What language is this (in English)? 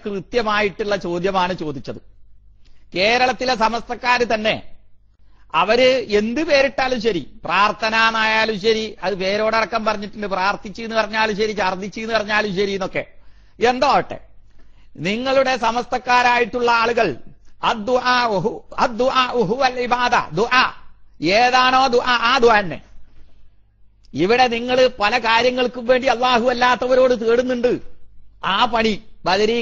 Malayalam